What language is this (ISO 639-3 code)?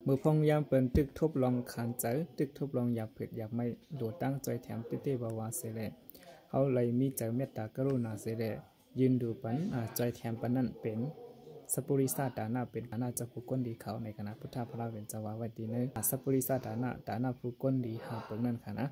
shn